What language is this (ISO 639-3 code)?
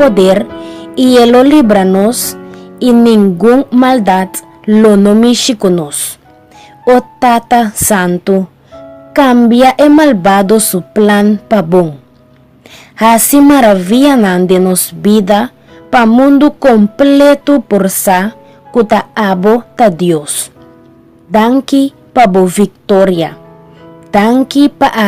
pap